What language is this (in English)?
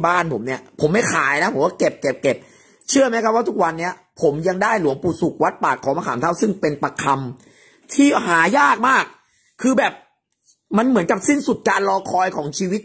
Thai